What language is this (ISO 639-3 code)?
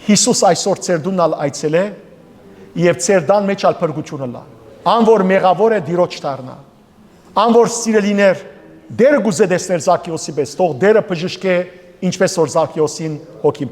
hyw